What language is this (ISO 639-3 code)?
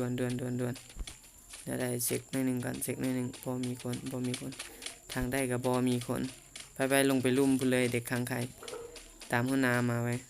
lao